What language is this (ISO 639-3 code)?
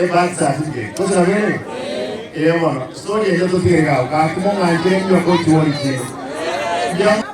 guz